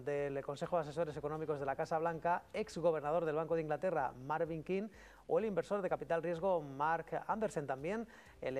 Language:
Spanish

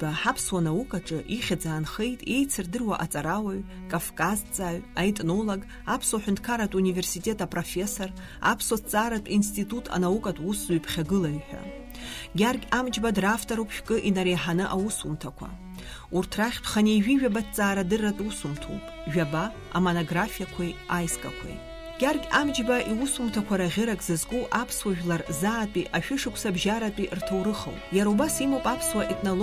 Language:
Abkhazian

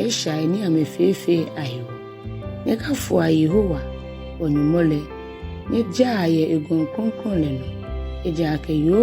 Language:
Ga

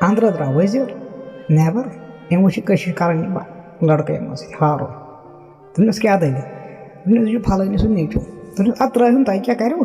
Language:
Kashmiri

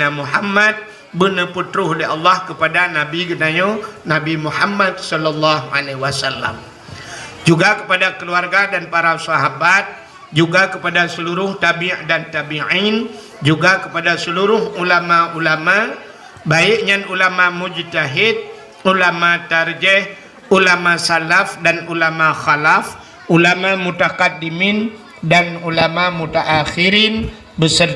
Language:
Achinese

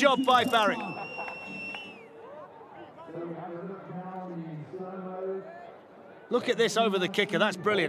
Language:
English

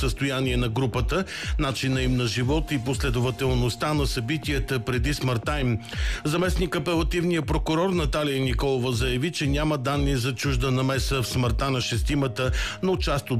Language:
Bulgarian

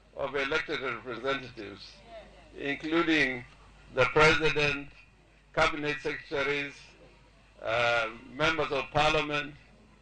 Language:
Luo (Kenya and Tanzania)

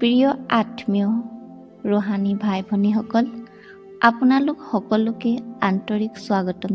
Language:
Assamese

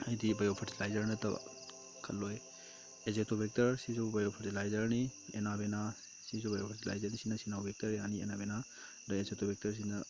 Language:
Manipuri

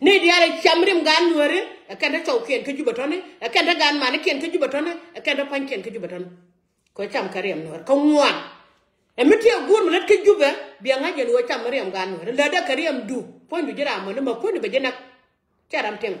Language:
Nuer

